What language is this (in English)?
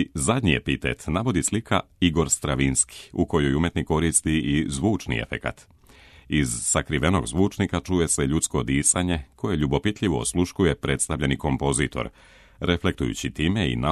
Serbian